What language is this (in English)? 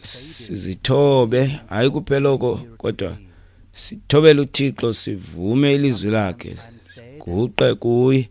Xhosa